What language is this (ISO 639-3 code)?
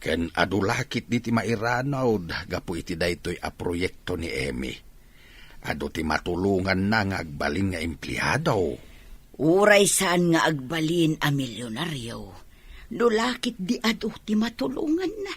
ilo